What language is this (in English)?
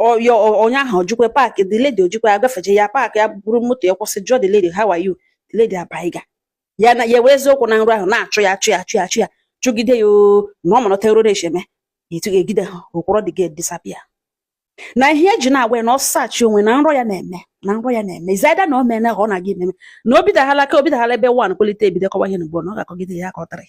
Igbo